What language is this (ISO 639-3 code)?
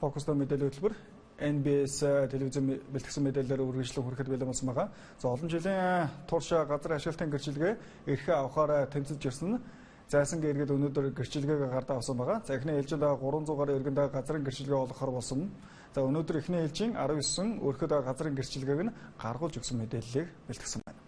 mon